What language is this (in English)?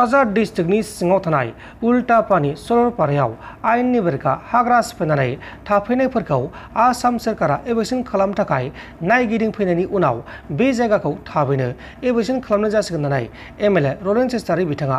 Bodo